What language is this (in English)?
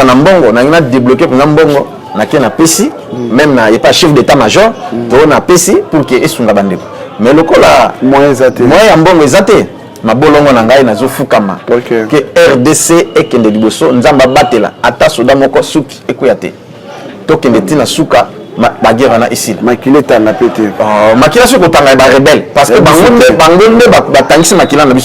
Lingala